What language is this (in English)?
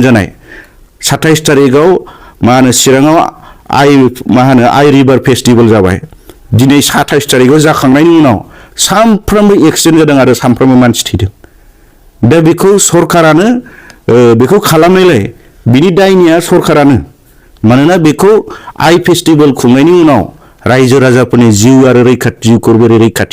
Bodo